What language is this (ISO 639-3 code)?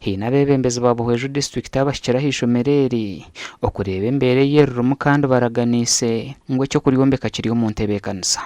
nyn